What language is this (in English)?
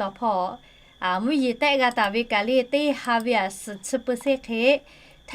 Lahu